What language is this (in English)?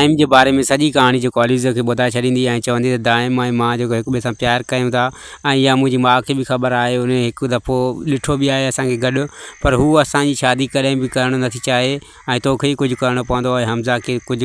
Sindhi